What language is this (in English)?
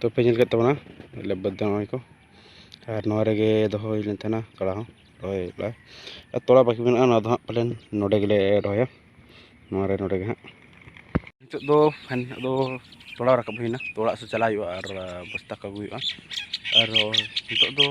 Santali